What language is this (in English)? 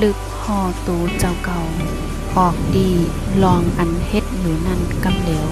Shan